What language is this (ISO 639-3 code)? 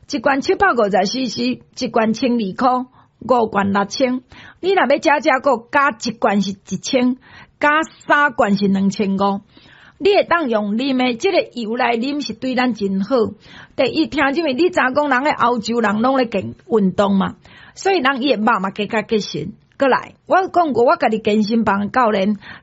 nan